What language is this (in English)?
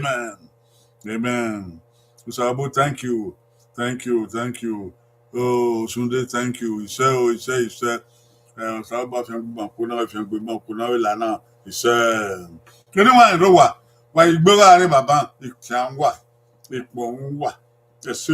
Bini